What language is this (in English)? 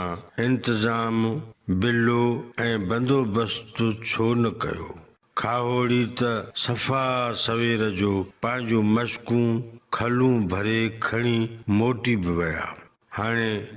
Sindhi